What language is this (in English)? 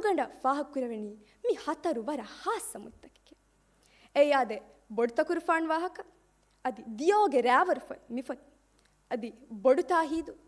Divehi